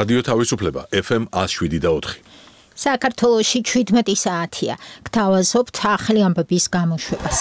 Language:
Georgian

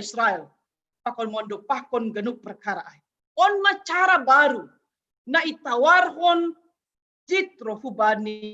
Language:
Batak Simalungun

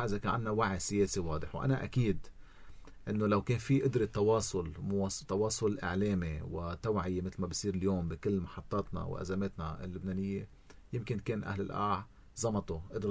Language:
North Levantine Arabic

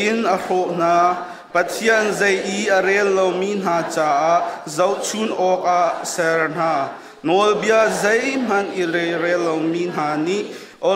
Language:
Hakha Chin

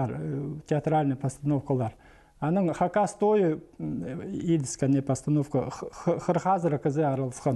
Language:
Khakas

